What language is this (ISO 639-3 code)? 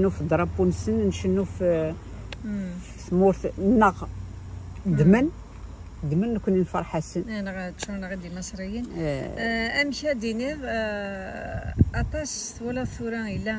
kab